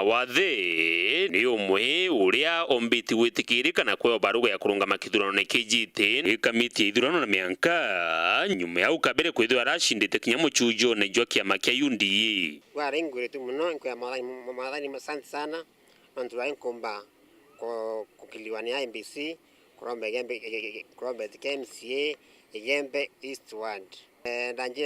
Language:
Meru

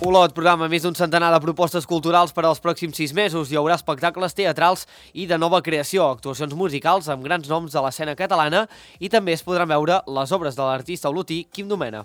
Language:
Catalan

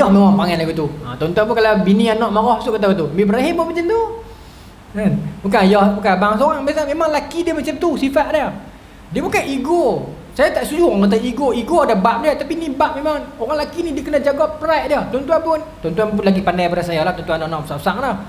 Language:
Malay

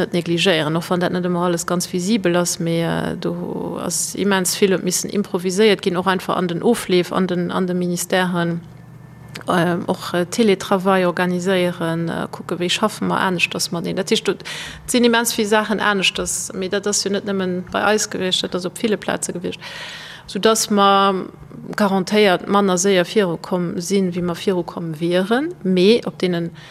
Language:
Luxembourgish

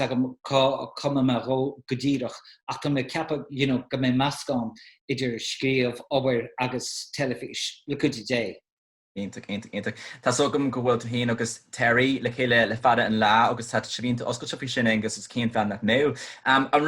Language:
Irish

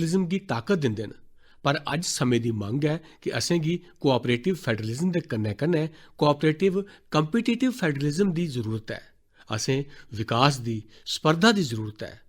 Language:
Dogri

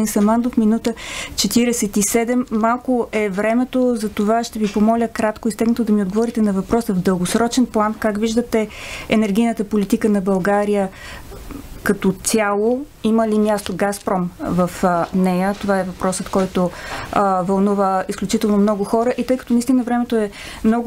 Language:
Bulgarian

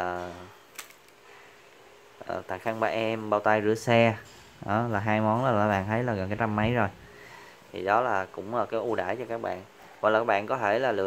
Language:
Vietnamese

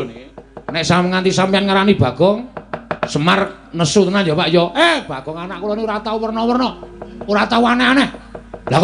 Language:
Javanese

